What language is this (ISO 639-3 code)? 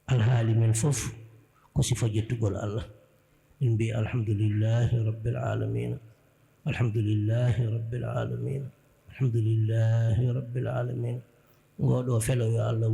ful